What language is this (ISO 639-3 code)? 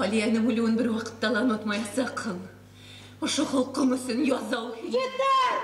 bak